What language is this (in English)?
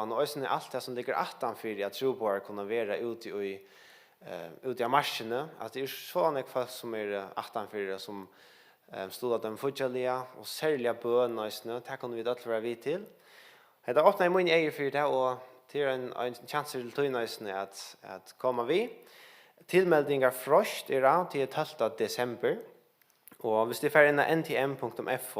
Faroese